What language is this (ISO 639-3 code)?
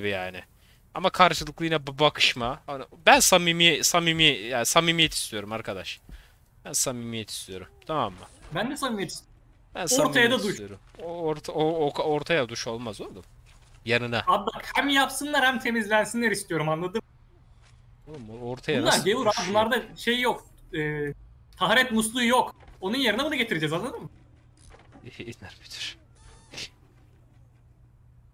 tur